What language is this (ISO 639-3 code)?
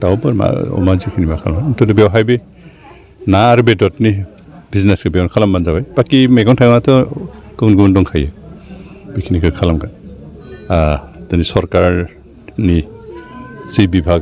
brx